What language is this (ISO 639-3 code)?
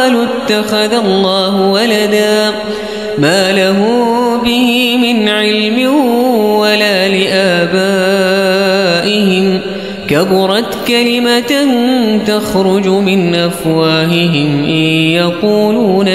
ara